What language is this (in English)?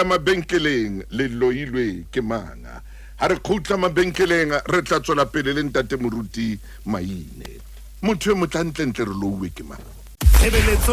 Southern Sotho